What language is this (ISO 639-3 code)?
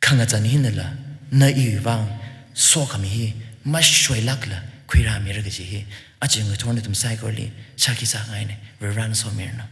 nmf